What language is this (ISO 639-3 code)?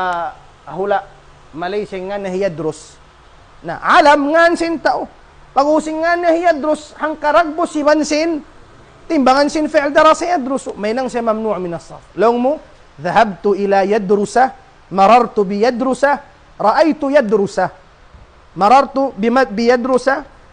tsg